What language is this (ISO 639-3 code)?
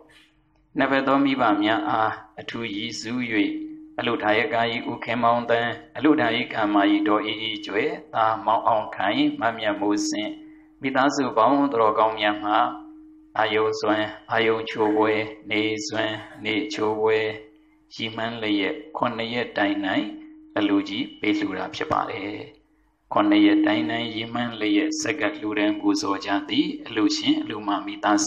mya